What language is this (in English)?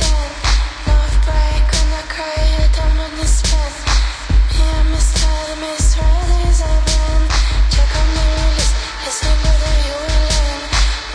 Basque